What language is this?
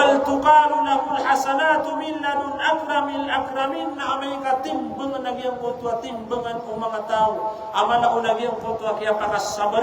Maranao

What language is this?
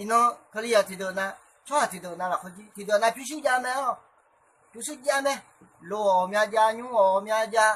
Akha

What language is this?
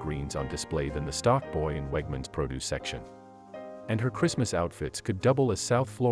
English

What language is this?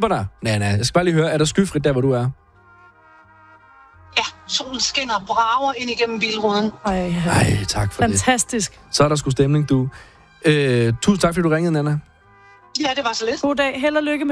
Danish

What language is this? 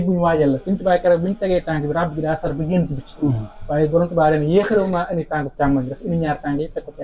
Wolof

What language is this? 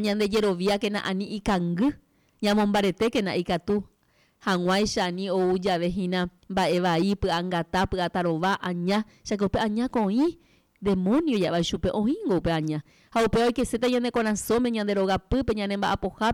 Guarani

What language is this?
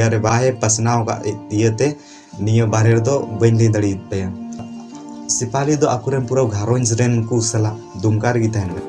Santali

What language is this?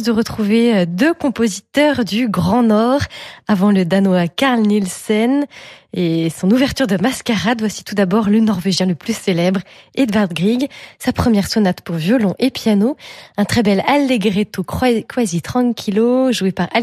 French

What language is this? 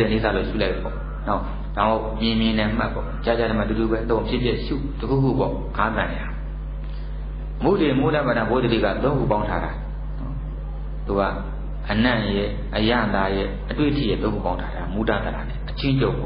Burmese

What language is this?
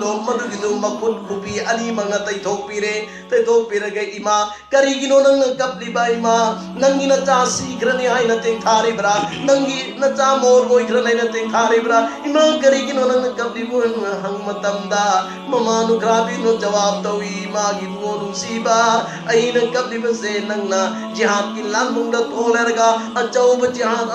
Manipuri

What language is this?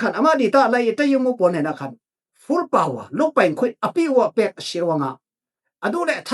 Falam Chin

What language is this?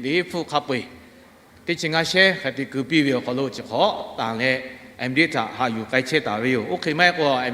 Lahu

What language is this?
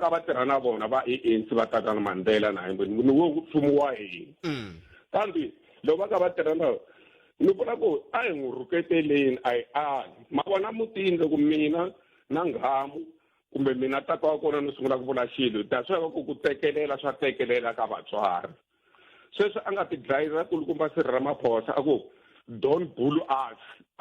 Tsonga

